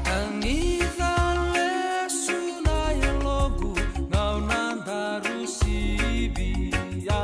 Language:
Fijian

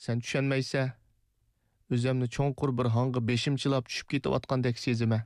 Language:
Uyghur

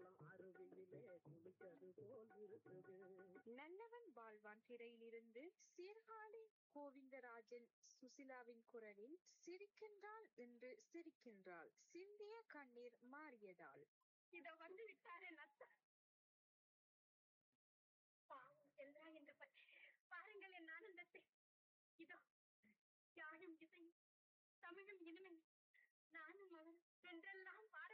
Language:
Tamil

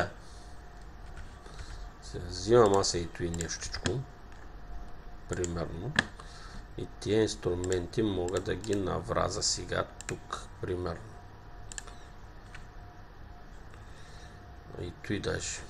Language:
Bulgarian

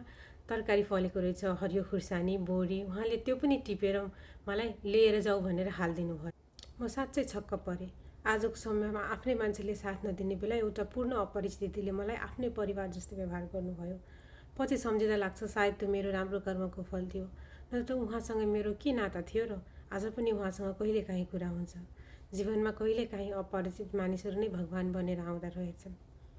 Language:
Nepali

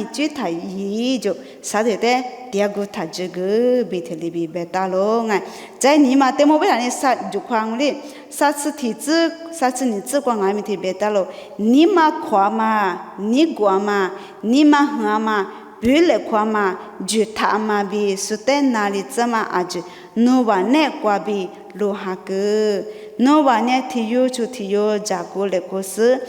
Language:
Lisu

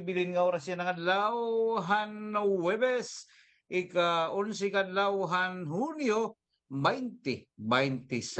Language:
Waray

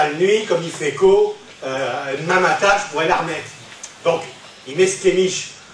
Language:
Picard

